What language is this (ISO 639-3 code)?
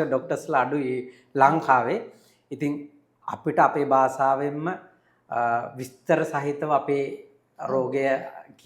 sin